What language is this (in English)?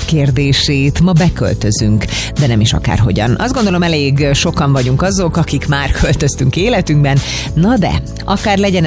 Hungarian